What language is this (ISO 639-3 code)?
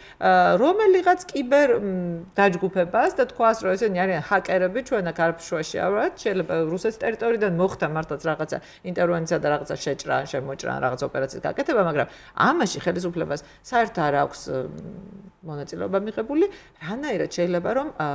kat